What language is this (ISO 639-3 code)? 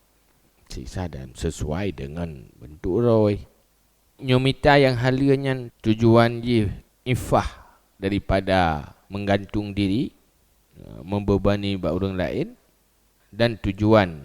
ace